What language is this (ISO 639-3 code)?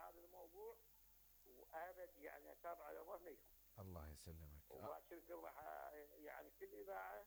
acm